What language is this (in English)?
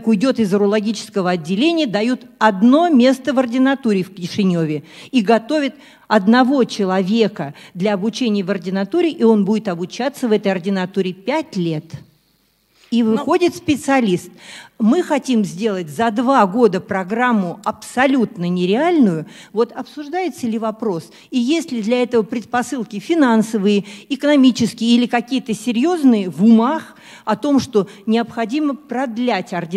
Russian